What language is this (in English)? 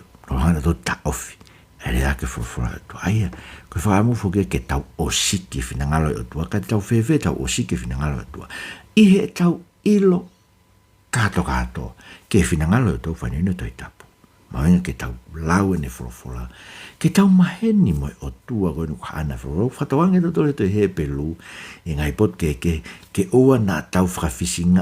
Tongan